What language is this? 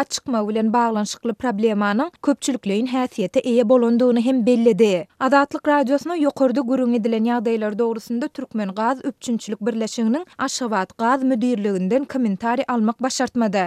Turkmen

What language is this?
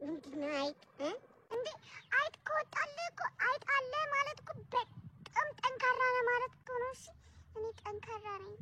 Amharic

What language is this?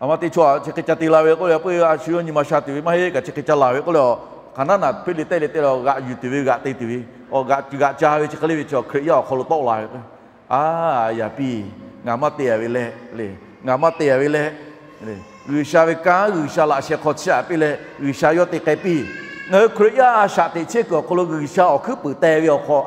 Lahu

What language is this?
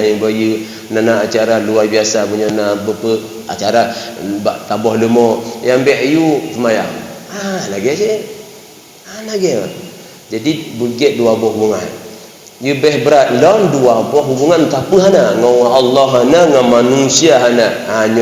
Achinese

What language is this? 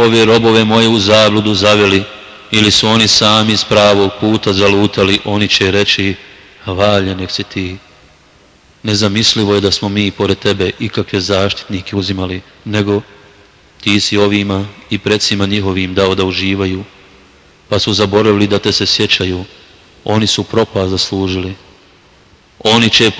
Bosnian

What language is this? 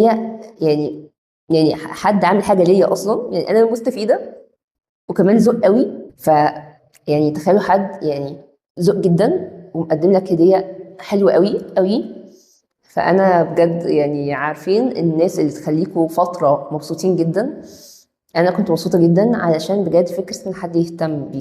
Egyptian Arabic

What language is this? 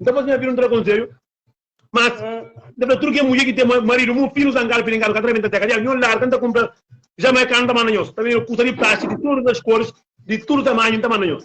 Kabuverdianu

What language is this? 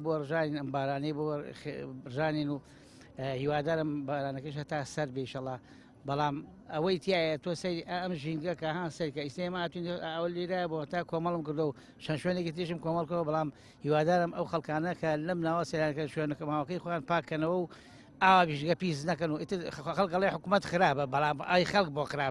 Central Kurdish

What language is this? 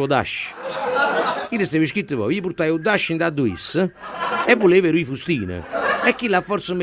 Neapolitan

